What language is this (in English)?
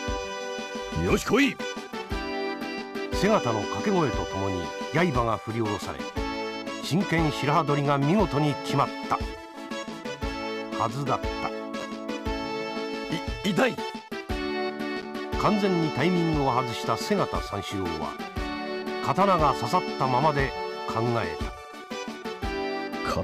Japanese